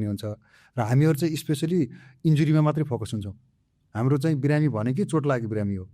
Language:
Nepali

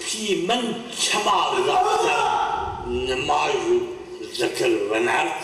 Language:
Zaza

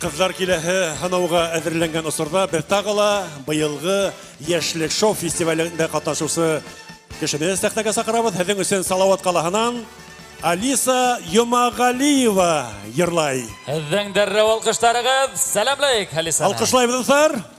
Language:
Bashkir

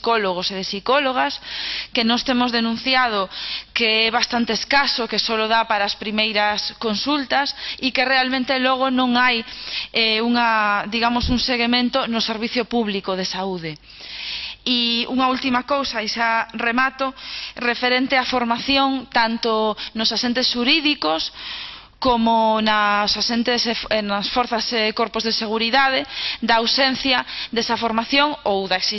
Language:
Galician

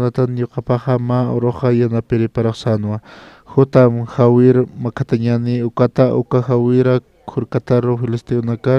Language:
Aymara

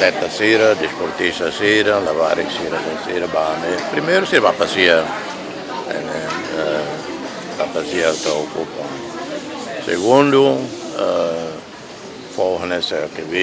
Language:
Tetum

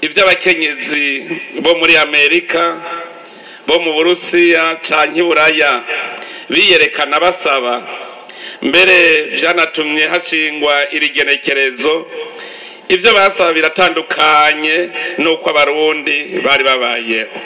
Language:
Rundi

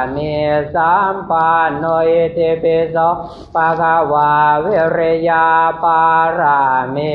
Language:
Pali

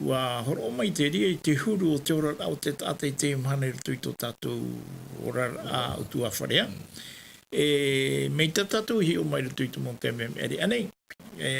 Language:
Tahitian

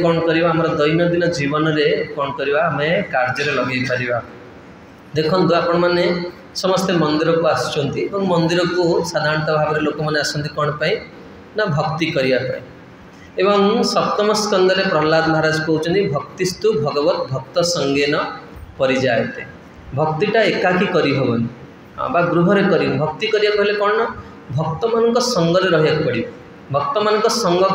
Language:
Odia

